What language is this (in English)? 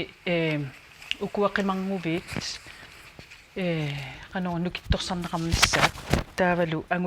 Kalaallisut